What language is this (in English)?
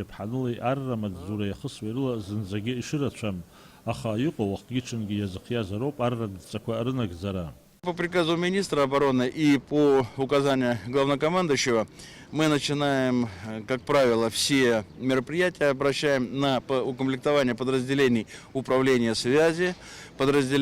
Abkhazian